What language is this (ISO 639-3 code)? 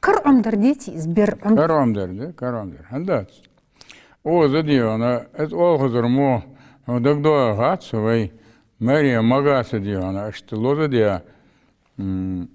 inh